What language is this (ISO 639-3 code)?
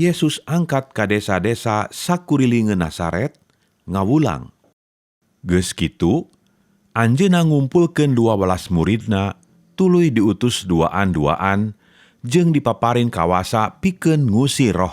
sun